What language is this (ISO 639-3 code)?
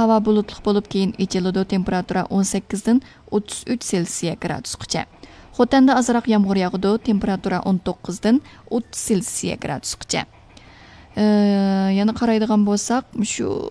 uig